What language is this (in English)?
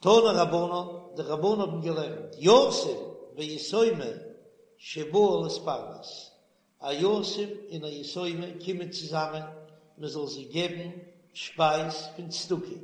Yiddish